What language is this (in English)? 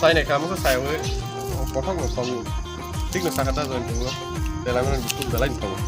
Kok Borok